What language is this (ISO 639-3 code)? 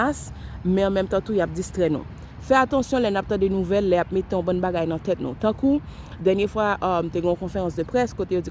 hat